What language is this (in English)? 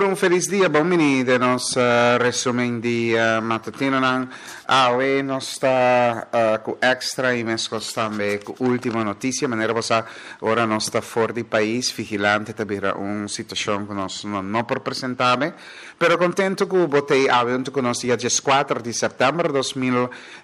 Papiamento